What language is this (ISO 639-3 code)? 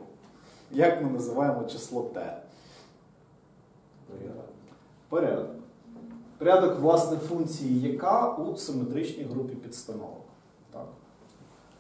ukr